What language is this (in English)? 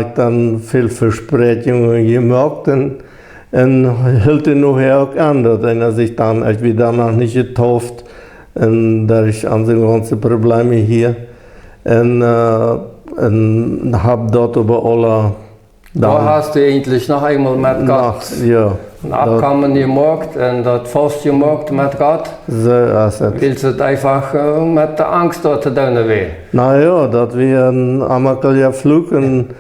Plautdietsch